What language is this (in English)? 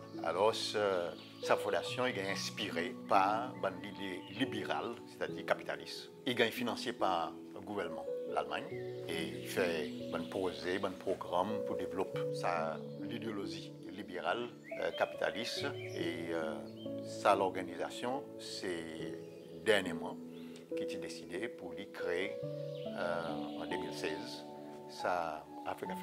Seselwa Creole French